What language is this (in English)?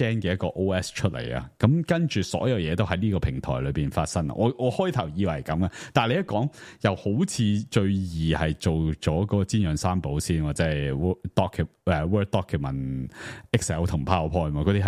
Cantonese